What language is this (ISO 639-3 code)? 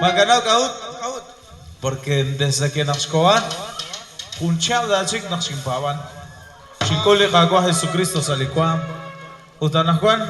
kek